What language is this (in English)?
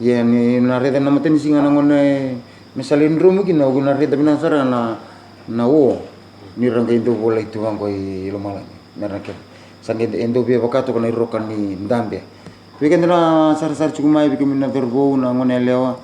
Fijian